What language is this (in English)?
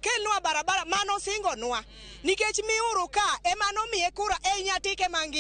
Luo (Kenya and Tanzania)